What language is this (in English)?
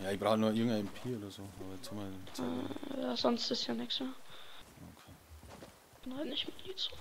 Bavarian